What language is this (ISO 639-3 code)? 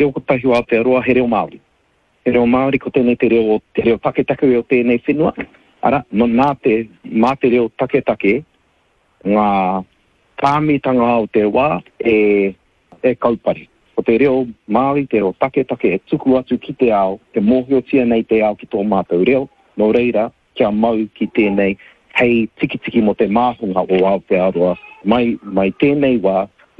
mri